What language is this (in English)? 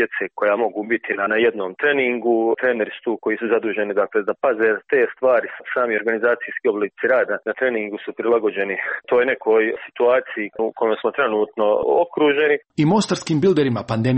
Croatian